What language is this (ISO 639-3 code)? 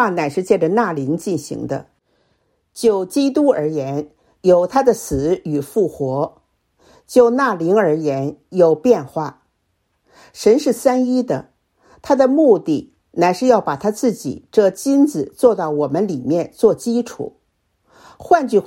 zho